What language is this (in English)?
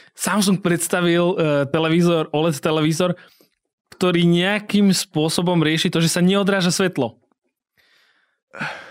Slovak